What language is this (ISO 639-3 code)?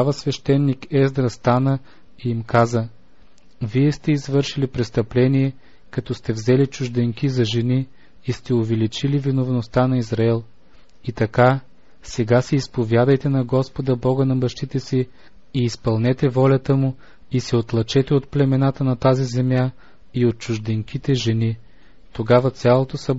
bul